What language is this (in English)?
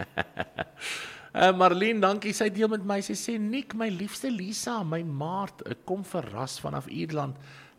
Afrikaans